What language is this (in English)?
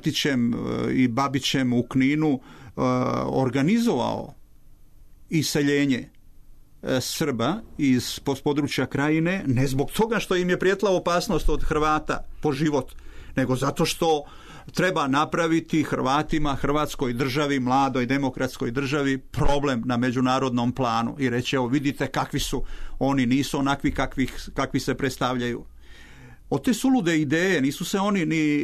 Serbian